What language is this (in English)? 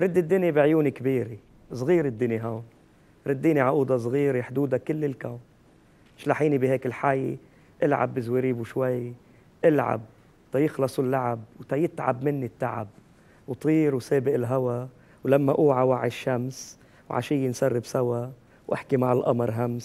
North Levantine Arabic